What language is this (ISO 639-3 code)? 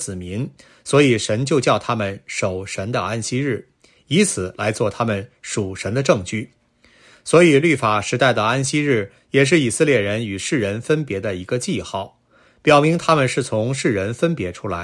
zho